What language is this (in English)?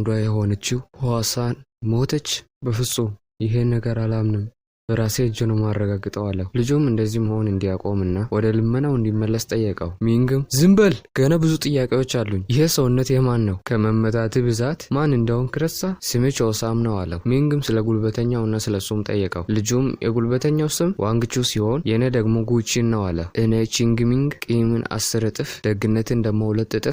Amharic